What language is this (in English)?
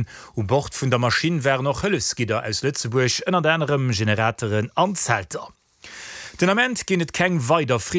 Luxembourgish